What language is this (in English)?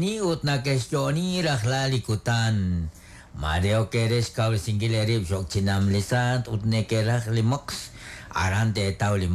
Kekchí